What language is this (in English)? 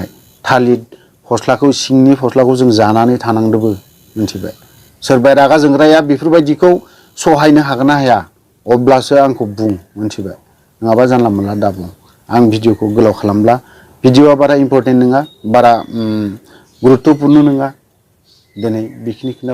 Bodo